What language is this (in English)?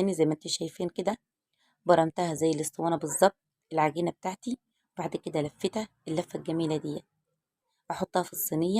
Egyptian Arabic